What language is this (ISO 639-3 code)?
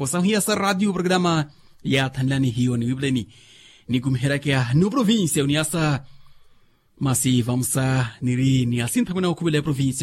vmw